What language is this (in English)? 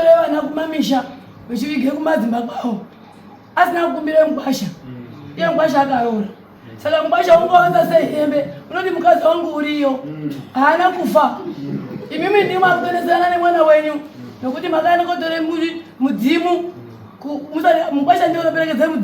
Shona